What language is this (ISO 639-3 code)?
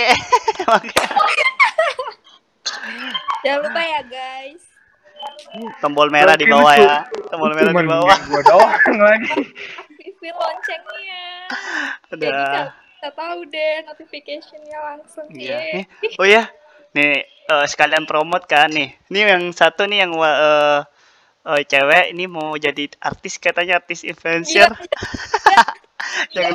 ind